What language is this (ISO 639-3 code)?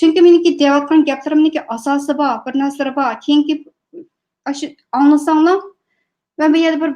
uig